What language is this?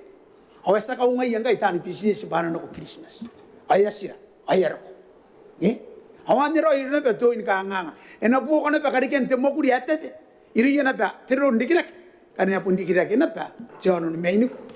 Gilbertese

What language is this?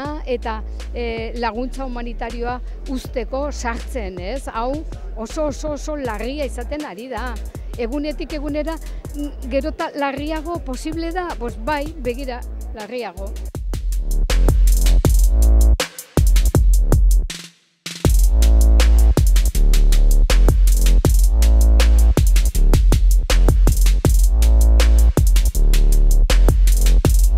Basque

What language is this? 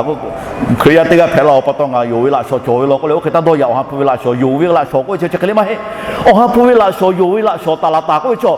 Lahu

